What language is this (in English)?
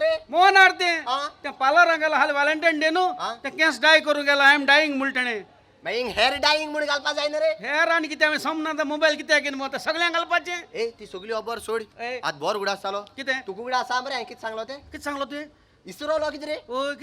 Konkani